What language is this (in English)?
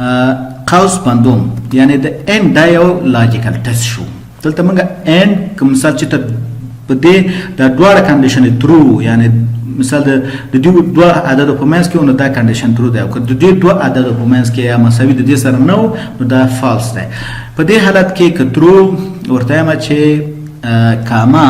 Pashto